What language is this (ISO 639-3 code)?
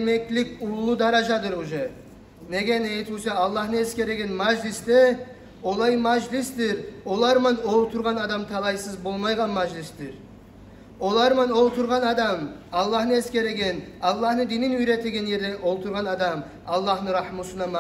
kum